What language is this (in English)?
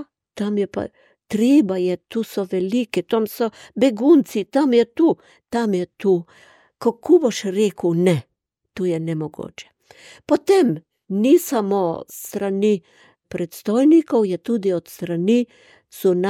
Slovenian